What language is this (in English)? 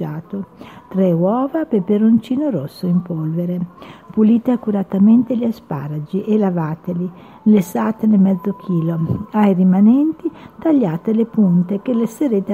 Italian